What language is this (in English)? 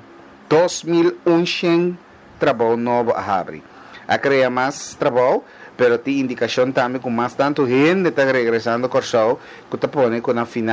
Papiamento